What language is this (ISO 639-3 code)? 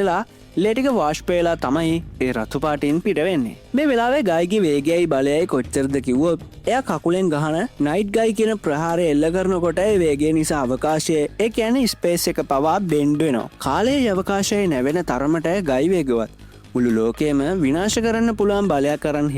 sin